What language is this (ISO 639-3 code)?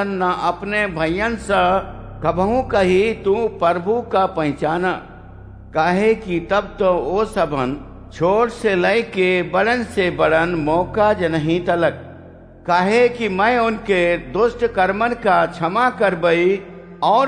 awa